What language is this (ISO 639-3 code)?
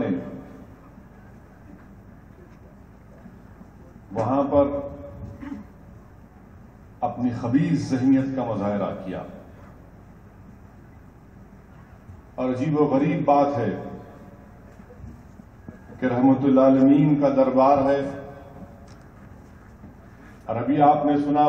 urd